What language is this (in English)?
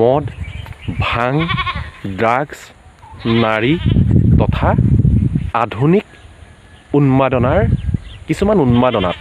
Assamese